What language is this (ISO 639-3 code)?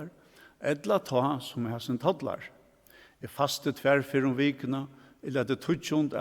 fao